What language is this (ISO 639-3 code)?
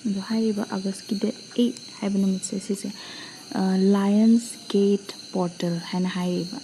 mni